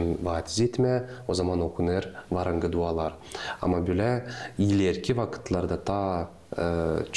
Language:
Gagauz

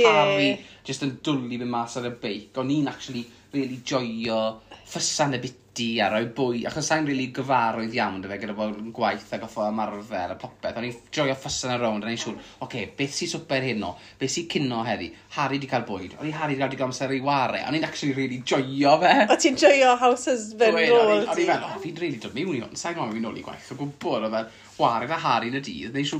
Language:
Welsh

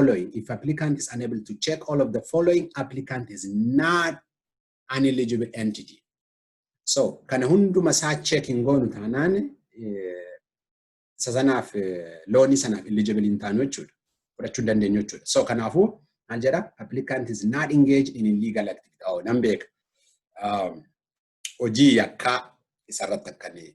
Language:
Oromo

